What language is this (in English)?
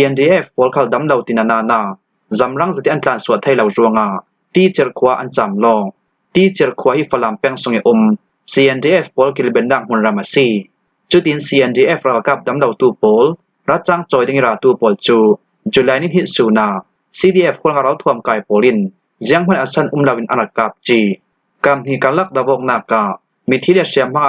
Falam Chin